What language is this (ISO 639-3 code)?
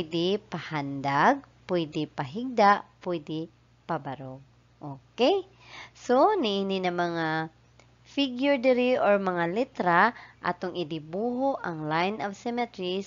ceb